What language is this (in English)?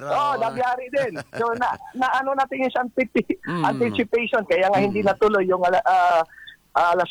Filipino